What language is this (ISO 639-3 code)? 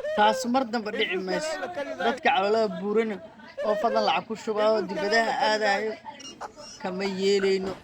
som